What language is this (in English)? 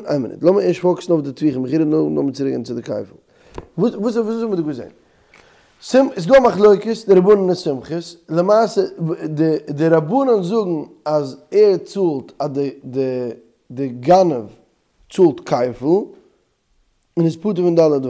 Yiddish